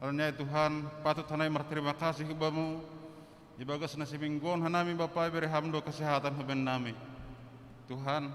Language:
Batak Simalungun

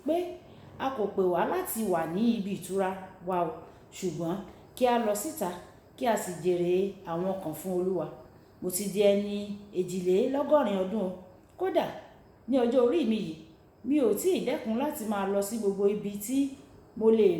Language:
Yoruba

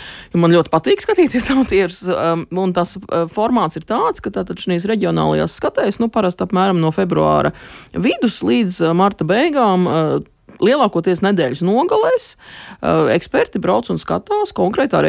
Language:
Latvian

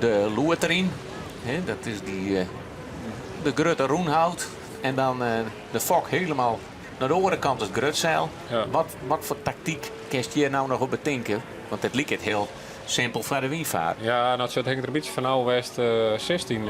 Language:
Western Frisian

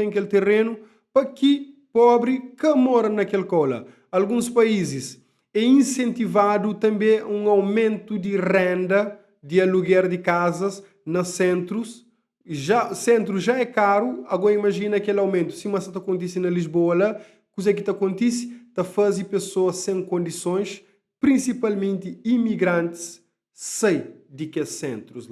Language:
Kabuverdianu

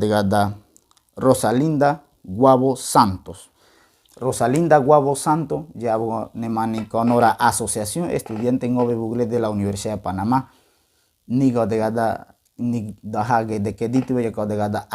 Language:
Ngäbere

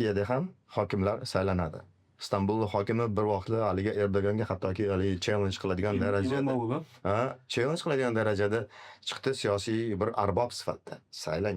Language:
Uzbek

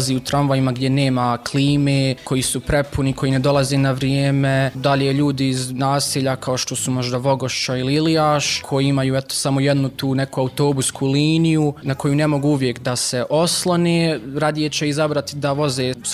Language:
Bosnian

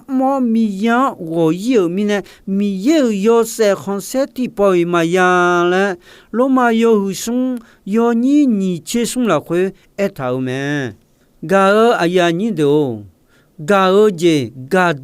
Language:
Akha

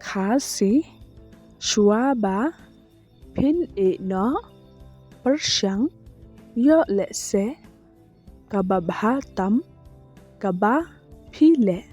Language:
Khasi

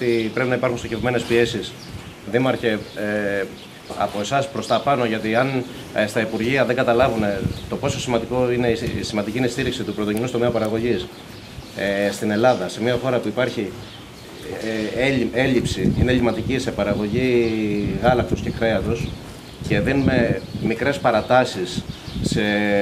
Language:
Greek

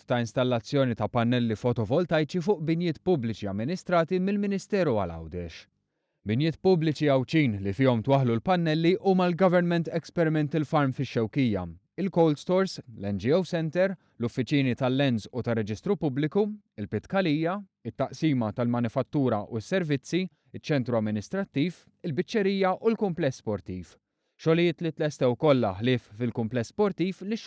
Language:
Maltese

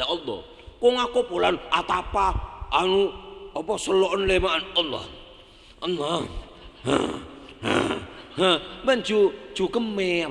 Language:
Madurese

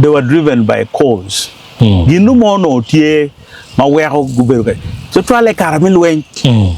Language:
Acoli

